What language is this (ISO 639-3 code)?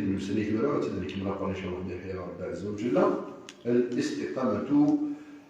kab